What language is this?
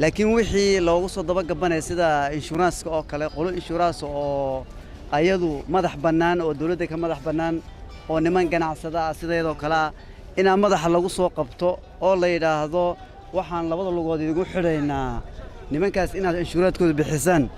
Somali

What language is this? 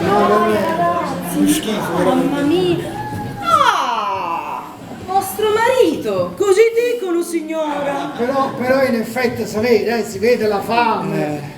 Neapolitan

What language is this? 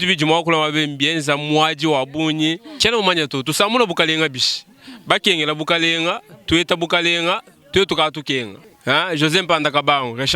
Luba-Lulua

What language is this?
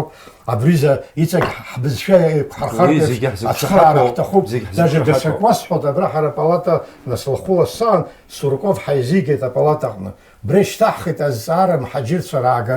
Abkhazian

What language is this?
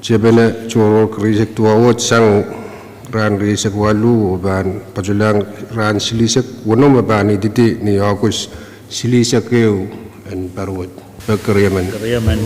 Pohnpeian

